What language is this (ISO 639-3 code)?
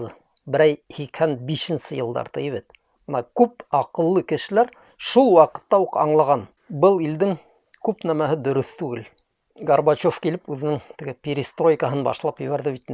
bak